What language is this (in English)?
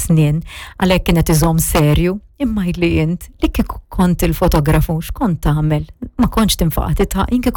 Maltese